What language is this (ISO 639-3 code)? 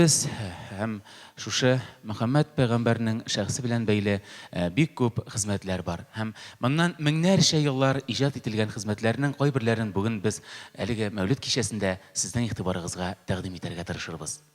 tat